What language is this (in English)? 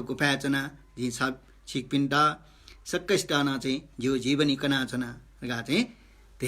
Newari